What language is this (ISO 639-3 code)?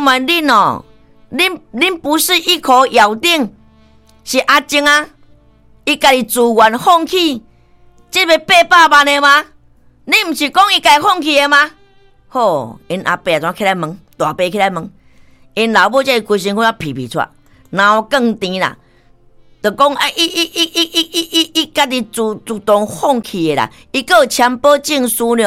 nan